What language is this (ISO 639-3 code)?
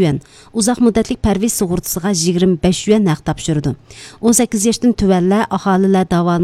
uig